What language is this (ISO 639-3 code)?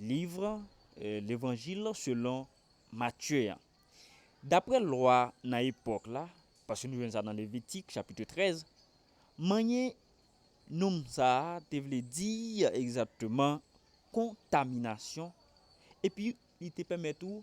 hat